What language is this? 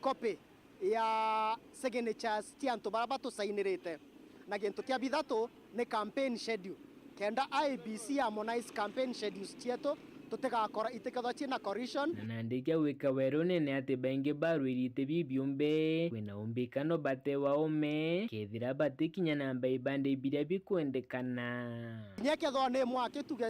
Meru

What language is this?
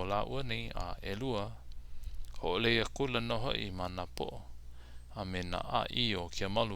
Hawaiian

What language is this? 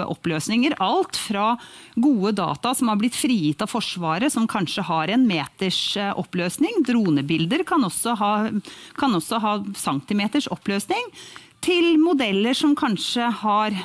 Norwegian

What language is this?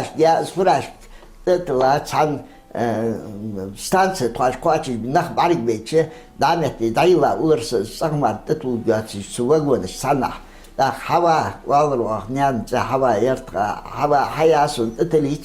Ingush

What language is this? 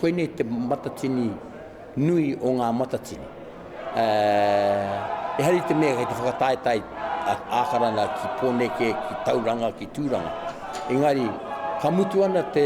Māori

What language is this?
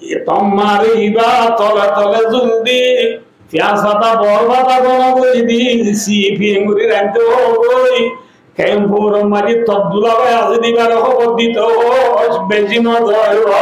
Rohingya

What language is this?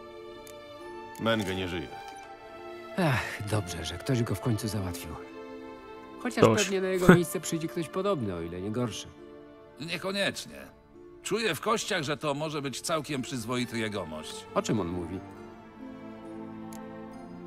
Polish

